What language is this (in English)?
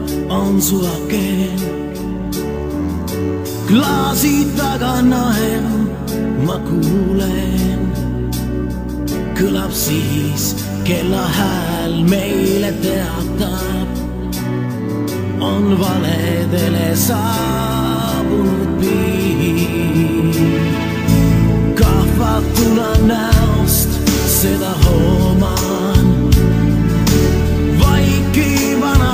Estonian